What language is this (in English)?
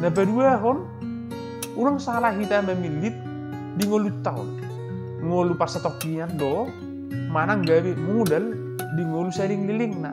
Batak Toba